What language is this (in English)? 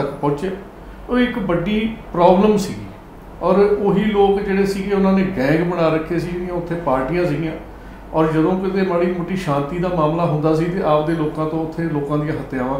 Punjabi